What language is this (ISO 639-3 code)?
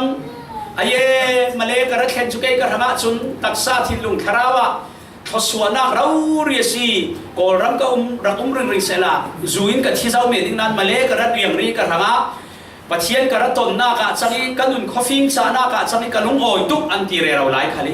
cfm